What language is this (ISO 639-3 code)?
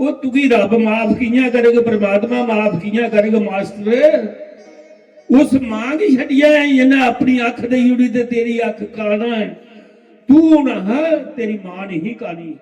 doi